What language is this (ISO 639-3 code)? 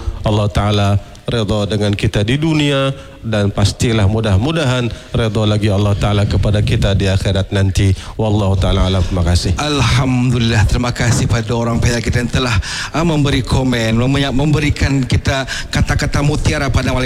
msa